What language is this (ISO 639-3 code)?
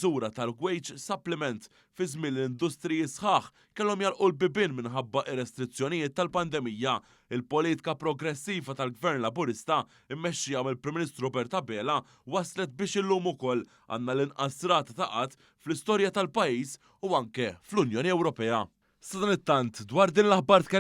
mlt